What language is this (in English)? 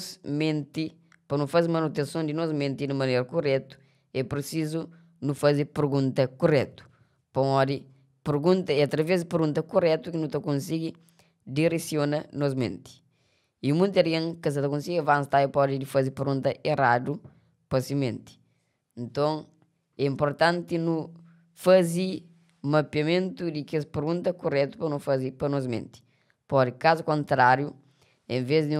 Kabuverdianu